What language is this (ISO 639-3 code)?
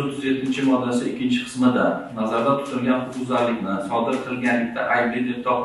uzb